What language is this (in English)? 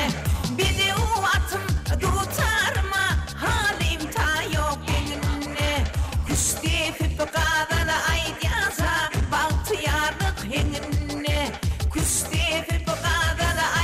Turkmen